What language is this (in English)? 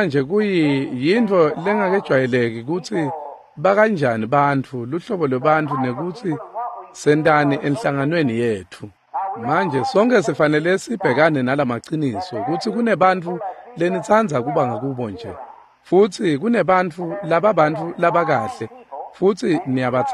Swati